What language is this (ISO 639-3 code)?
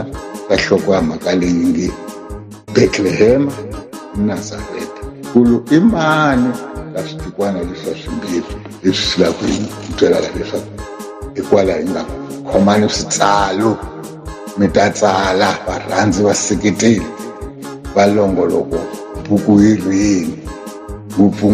tso